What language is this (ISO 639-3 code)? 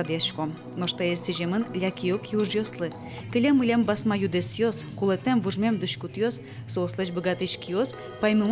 udm